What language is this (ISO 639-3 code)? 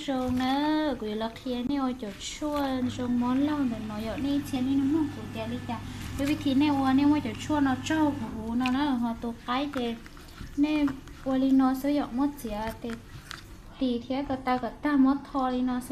hmn